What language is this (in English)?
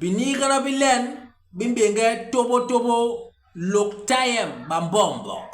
Basaa